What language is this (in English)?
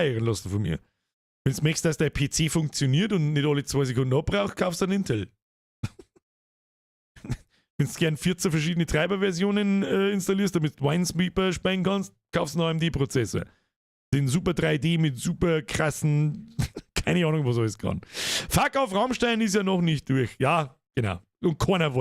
Bavarian